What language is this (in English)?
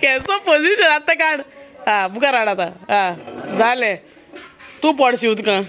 Konkani